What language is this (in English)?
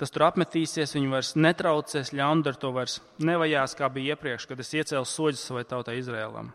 Latvian